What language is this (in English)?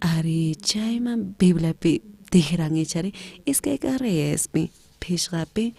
South Bolivian Quechua